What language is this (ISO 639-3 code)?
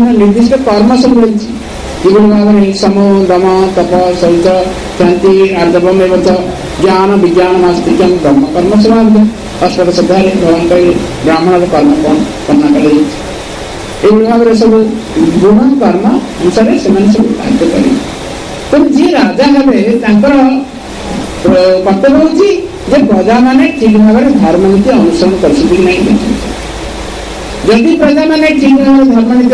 ori